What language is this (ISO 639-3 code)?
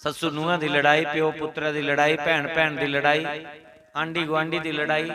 doi